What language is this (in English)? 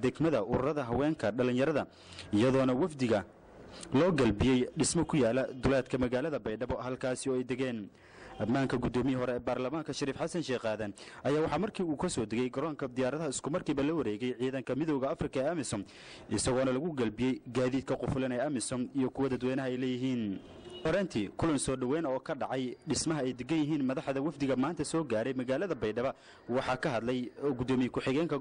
Somali